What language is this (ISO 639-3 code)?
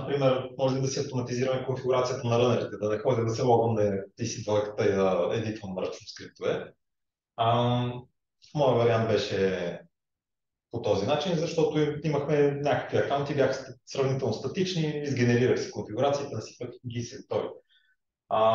bul